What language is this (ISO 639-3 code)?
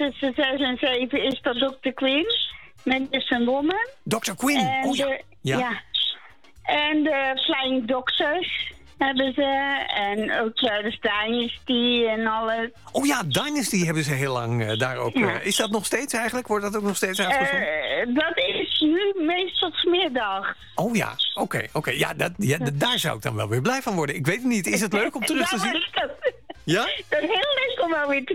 nld